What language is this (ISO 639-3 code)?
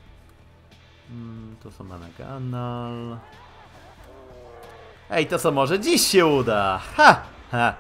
pol